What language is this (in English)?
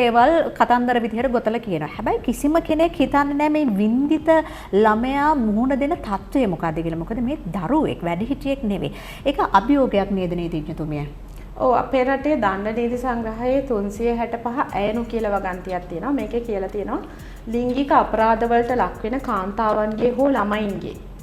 Sinhala